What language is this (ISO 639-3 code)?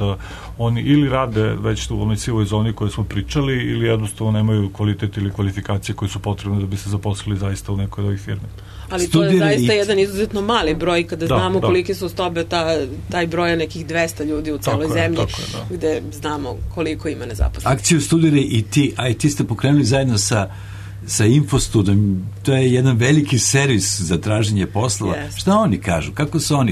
srp